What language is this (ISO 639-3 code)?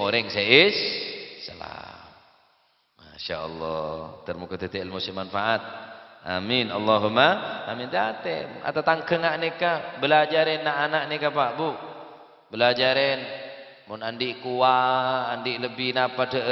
mad